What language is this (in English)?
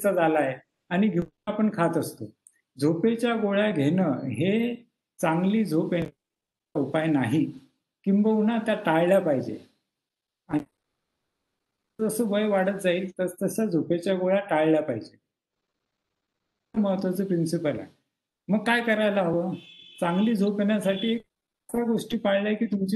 Marathi